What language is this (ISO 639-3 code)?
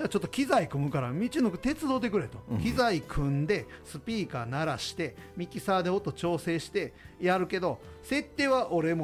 jpn